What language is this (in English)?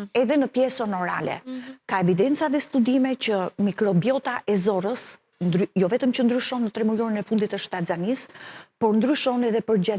Albanian